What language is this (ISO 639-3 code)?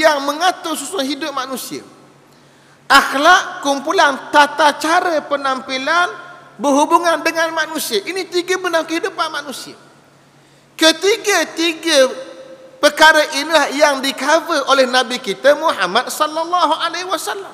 msa